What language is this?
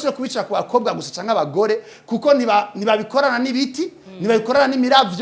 Rundi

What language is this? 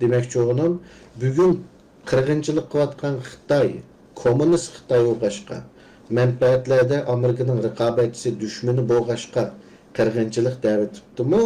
Uyghur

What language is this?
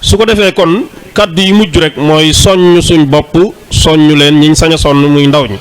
Wolof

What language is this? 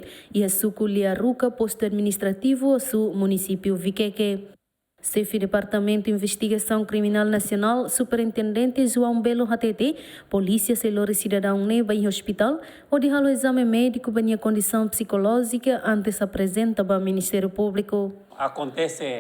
Tetum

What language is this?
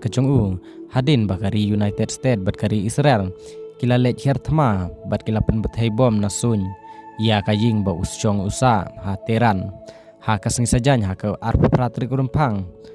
Khasi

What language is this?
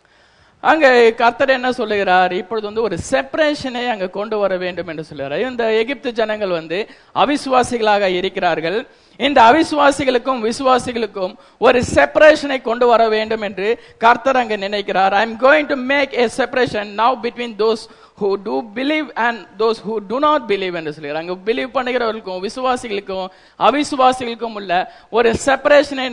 Tamil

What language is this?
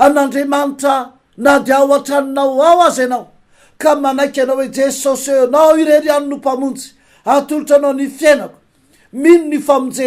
Malagasy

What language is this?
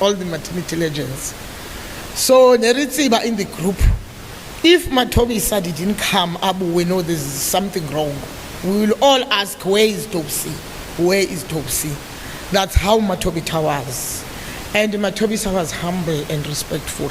Southern Sotho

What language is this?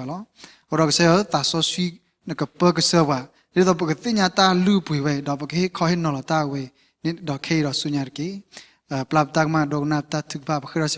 S'gaw Karen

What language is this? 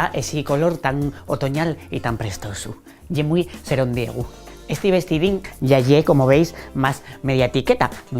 Asturian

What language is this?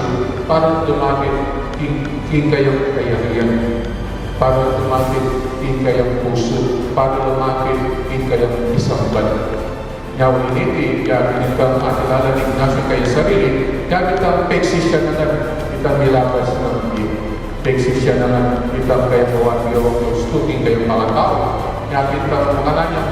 Pampanga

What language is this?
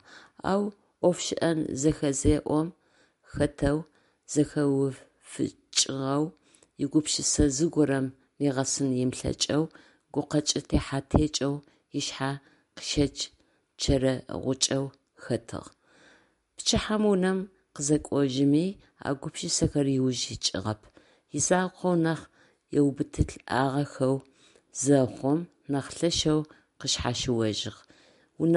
Adyghe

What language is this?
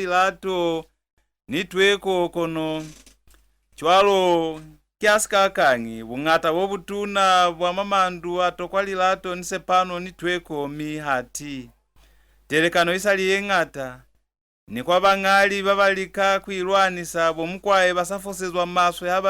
Lozi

